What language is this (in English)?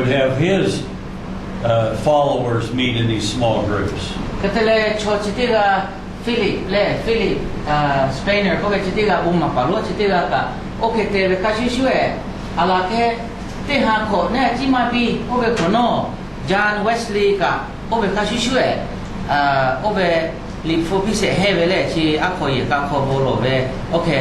Lahu